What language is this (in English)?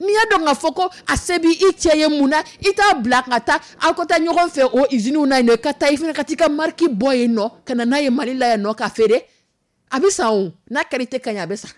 Dyula